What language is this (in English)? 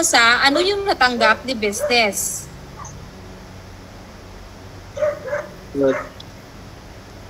Filipino